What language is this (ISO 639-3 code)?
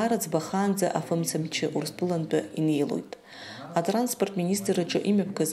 abk